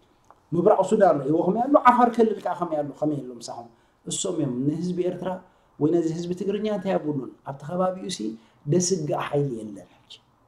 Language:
Tigrinya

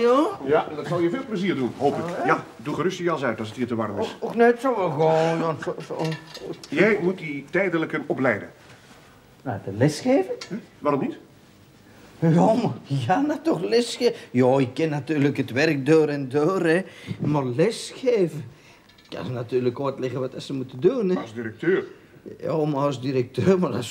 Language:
Dutch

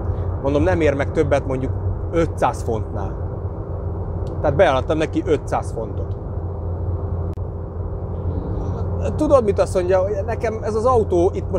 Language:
Hungarian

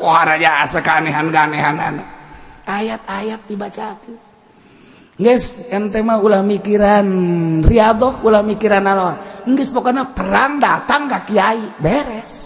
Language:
Sundanese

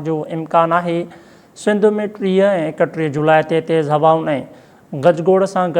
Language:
Sindhi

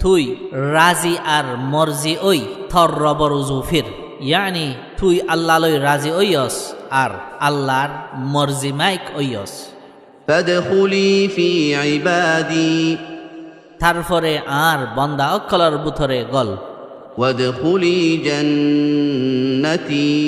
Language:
Rohingya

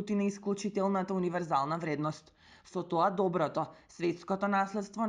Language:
Macedonian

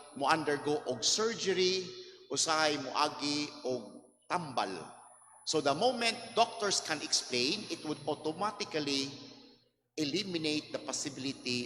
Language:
Cebuano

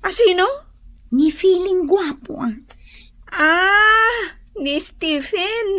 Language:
Iloko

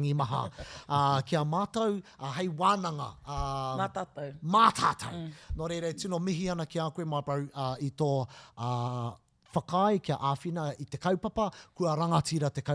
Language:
Māori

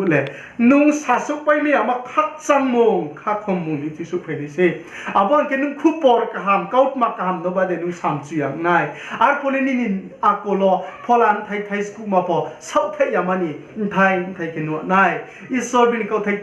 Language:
Riang (India)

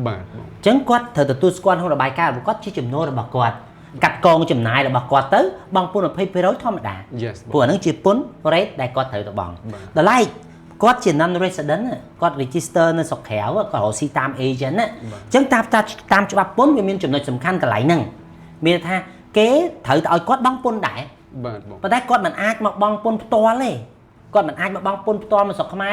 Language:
Khmer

